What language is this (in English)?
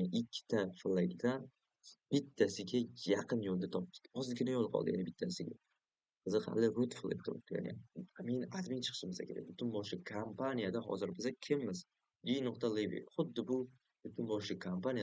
Uzbek